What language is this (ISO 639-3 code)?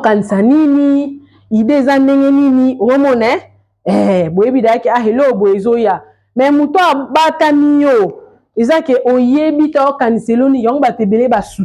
lin